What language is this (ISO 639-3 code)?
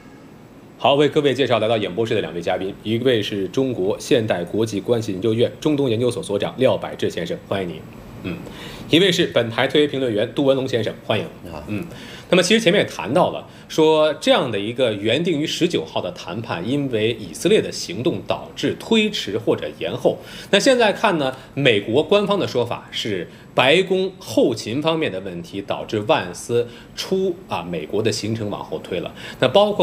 zho